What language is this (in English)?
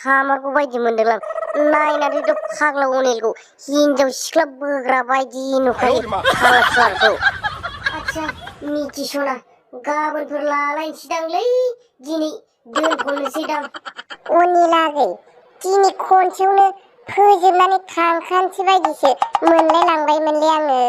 Bodo